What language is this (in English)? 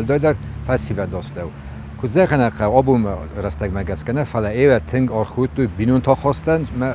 Ossetic